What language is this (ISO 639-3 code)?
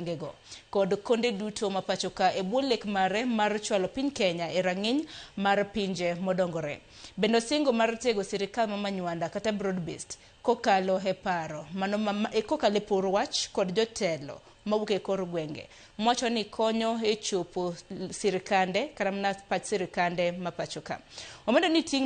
luo